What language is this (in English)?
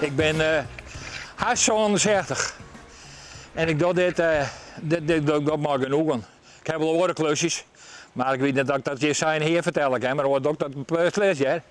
Western Frisian